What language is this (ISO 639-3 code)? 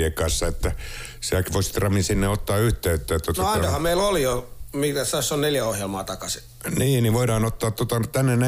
fin